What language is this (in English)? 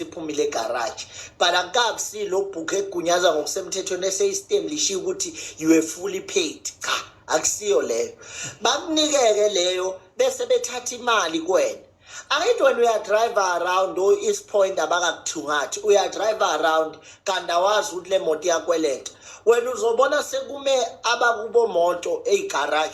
Zulu